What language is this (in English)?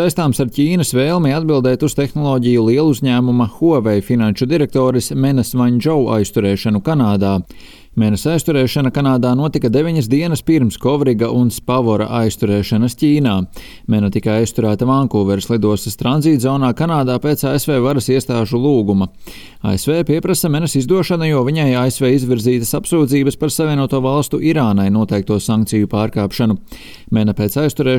Latvian